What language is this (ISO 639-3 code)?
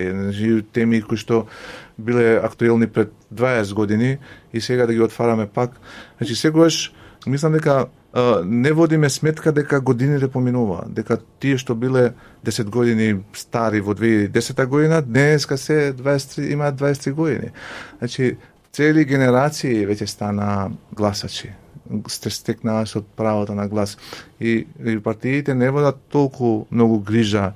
mkd